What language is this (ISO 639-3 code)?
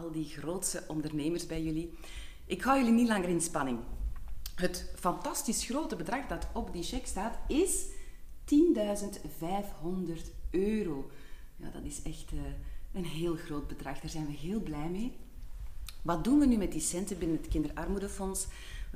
nld